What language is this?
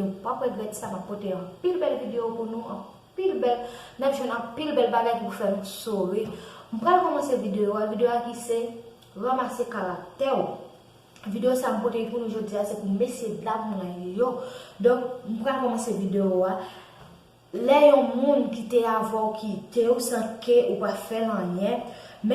Haitian Creole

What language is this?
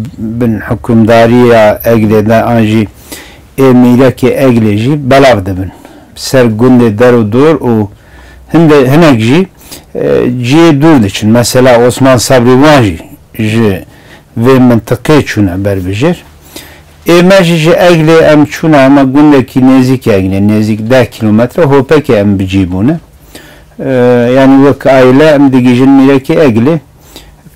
Kurdish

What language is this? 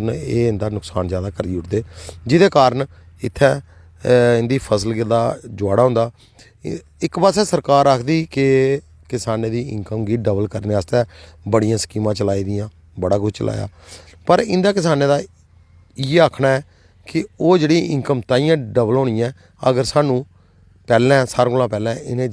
Dogri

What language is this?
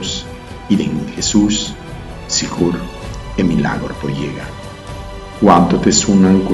Papiamento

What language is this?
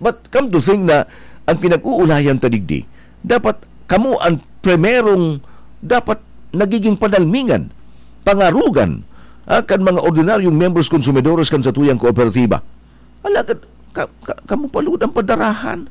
Bikol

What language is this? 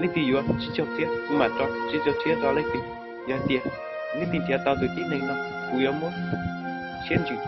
Hmong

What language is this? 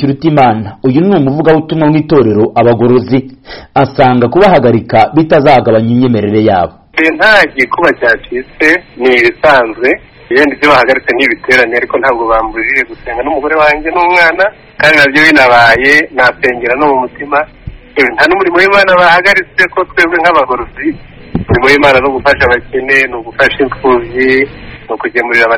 Kinyarwanda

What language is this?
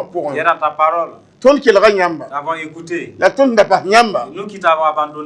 Mossi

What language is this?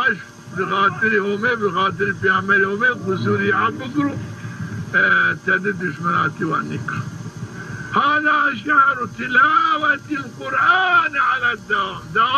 Zaza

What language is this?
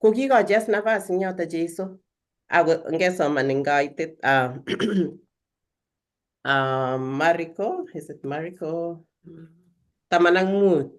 Kalenjin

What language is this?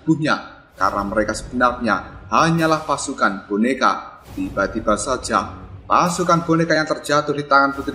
Indonesian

